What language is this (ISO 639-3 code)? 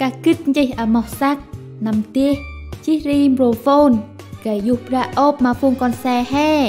cmo